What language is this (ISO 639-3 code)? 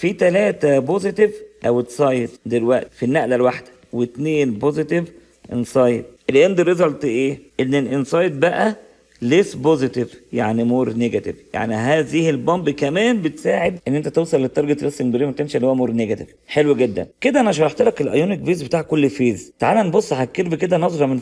arz